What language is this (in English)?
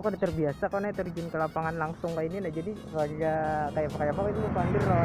Banjar